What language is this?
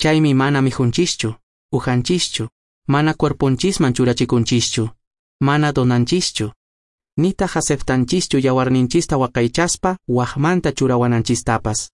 Quechua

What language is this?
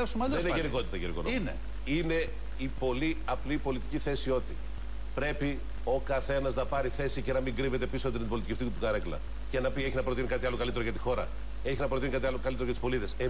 Greek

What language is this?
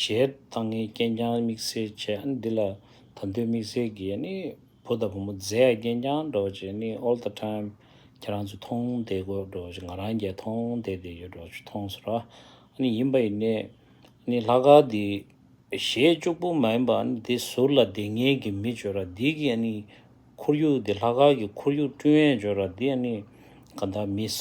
Tibetan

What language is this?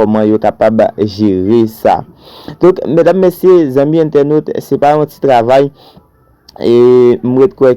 Haitian Creole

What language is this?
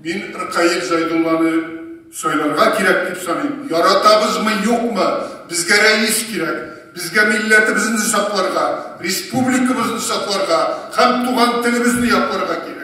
Tatar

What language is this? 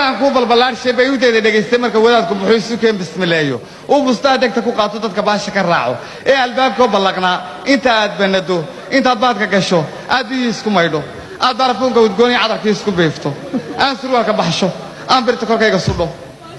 Somali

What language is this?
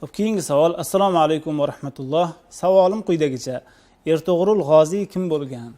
Uzbek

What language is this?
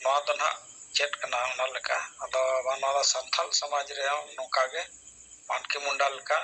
Santali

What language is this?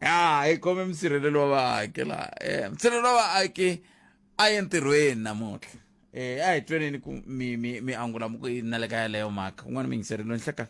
Tsonga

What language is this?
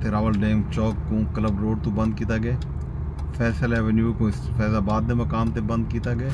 Saraiki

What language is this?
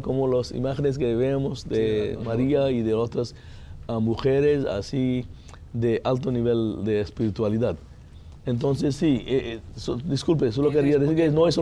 Spanish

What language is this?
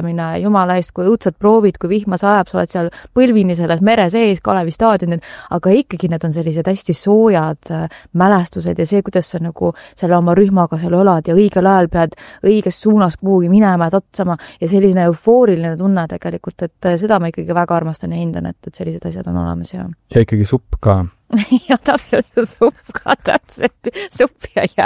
Estonian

